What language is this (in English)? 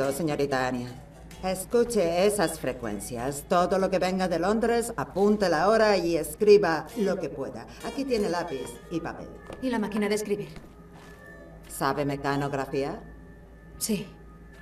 Spanish